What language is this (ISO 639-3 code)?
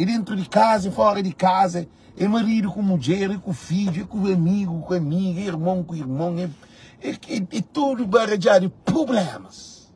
kea